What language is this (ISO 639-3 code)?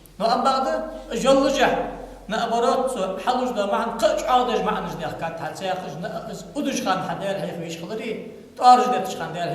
inh